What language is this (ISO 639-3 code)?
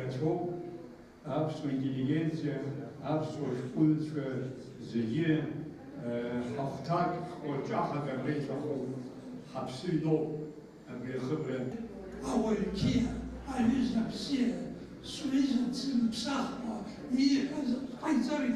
abk